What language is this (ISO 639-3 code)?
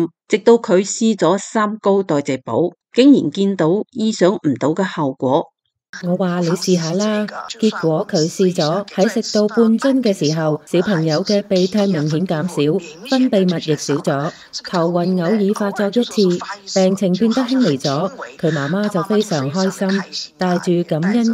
yue